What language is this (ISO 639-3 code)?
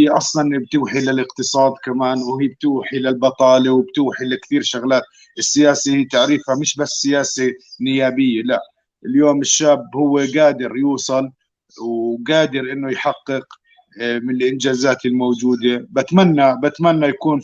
apc